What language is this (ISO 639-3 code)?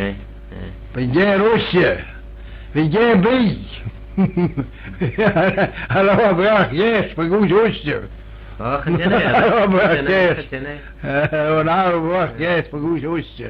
glv